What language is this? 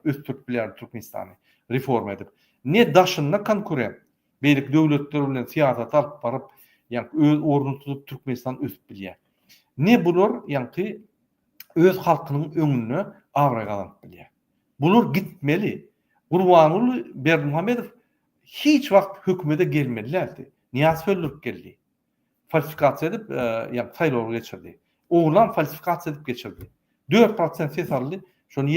Turkmen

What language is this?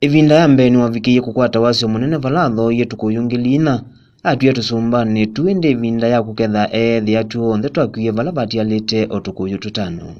Kamba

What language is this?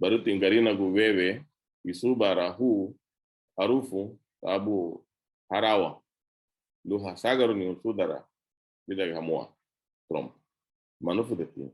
Garifuna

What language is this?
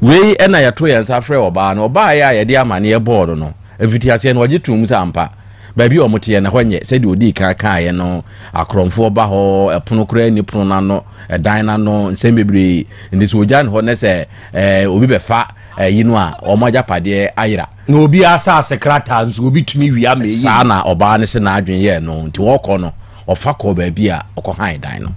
Akan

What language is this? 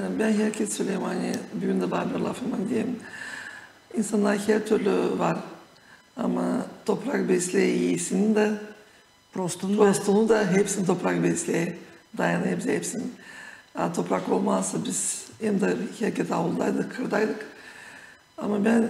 Gagauz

